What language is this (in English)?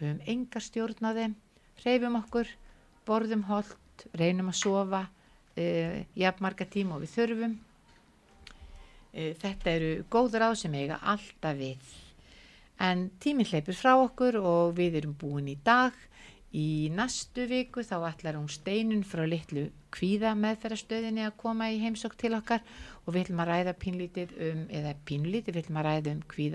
Icelandic